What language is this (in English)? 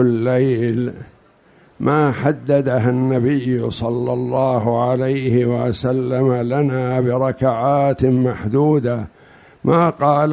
Arabic